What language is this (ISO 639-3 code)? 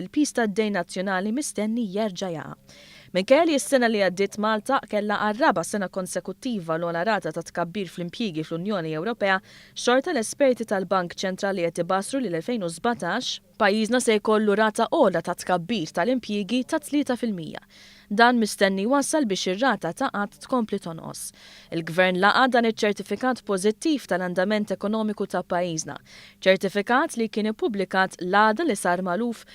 mlt